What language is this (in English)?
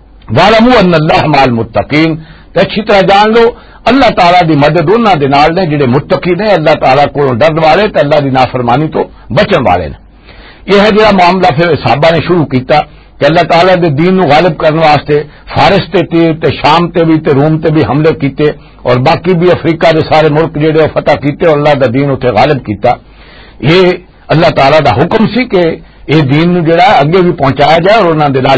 Western Panjabi